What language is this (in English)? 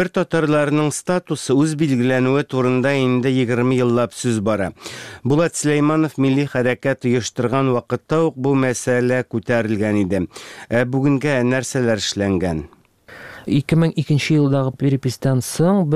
Tatar